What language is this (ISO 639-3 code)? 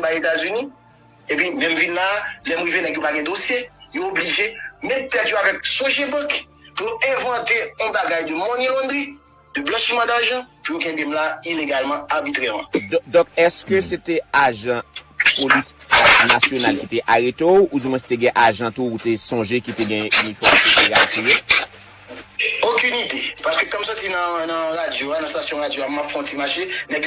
hat